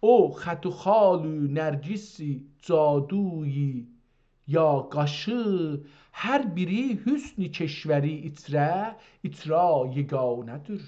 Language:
South Azerbaijani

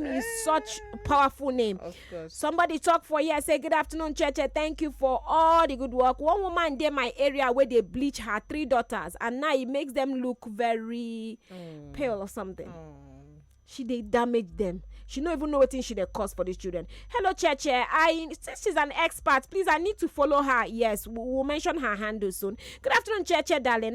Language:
Nigerian Pidgin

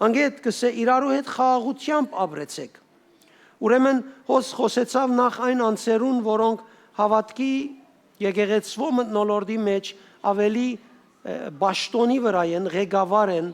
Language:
Western Armenian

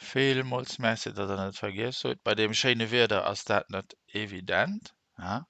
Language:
Luxembourgish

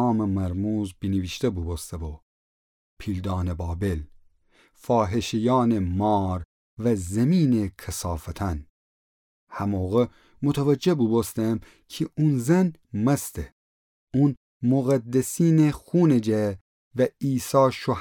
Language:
Gilaki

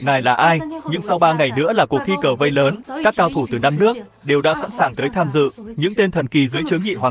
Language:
Vietnamese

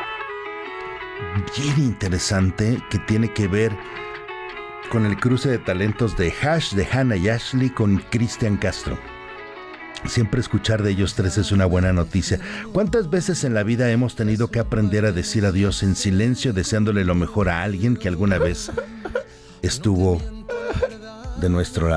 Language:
Spanish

